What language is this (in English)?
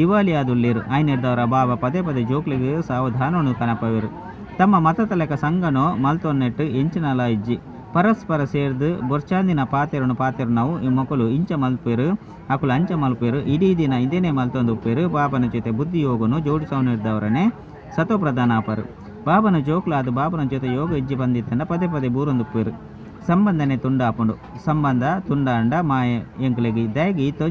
Tulu